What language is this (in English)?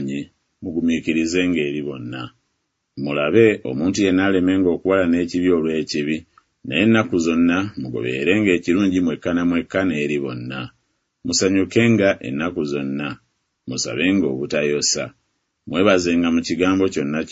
Ganda